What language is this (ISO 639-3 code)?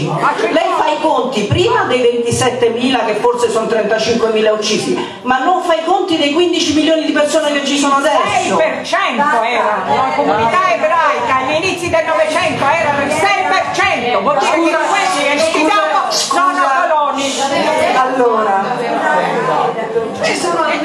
ita